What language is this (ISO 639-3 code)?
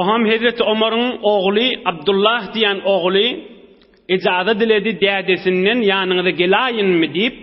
tuk